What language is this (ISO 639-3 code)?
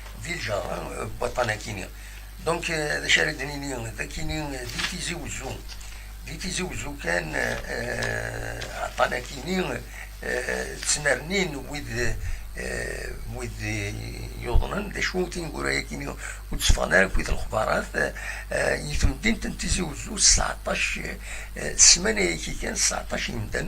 kab